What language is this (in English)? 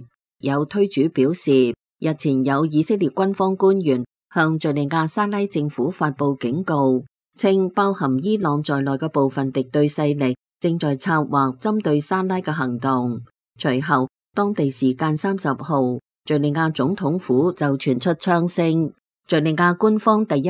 Cantonese